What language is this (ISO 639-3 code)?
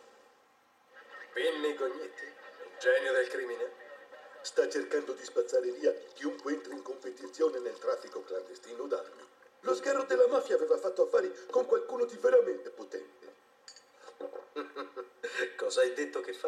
ita